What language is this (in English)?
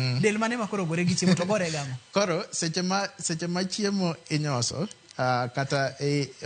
Luo (Kenya and Tanzania)